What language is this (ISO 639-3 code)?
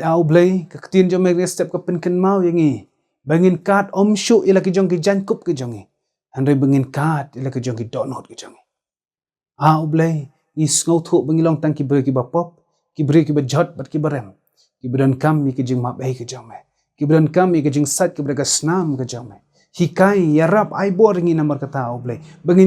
kha